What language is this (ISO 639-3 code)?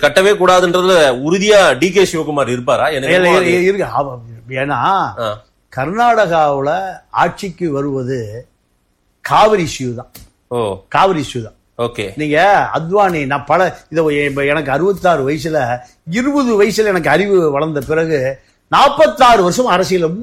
tam